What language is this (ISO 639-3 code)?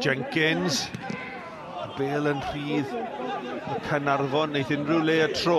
cym